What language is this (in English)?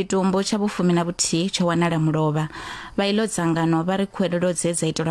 Venda